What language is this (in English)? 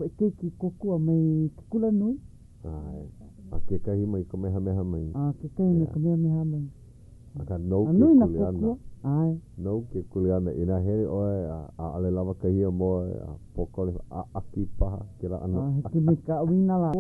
Hawaiian